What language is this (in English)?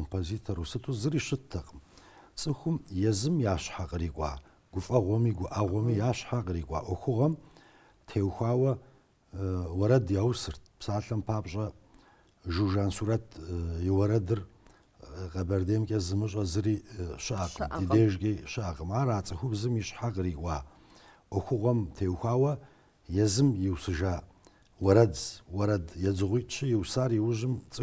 Kabardian